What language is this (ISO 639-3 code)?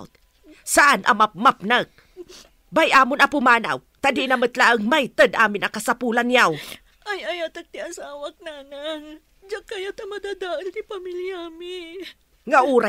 ilo